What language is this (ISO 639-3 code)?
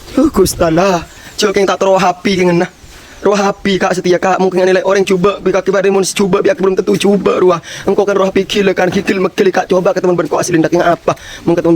mad